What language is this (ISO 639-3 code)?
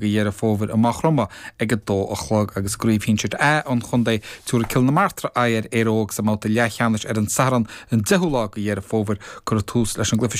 gle